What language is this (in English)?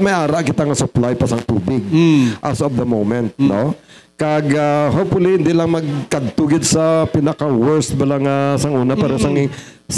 Hiligaynon